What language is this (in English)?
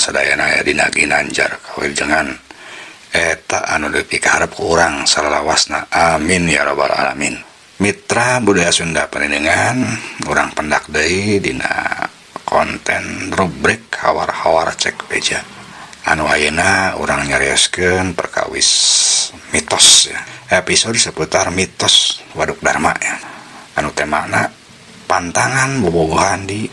Sundanese